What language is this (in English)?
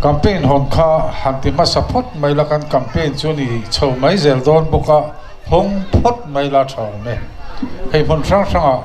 Mizo